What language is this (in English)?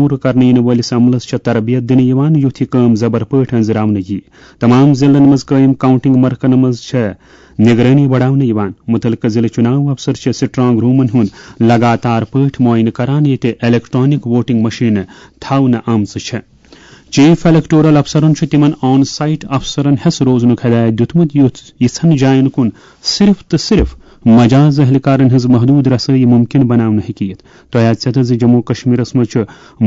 Kashmiri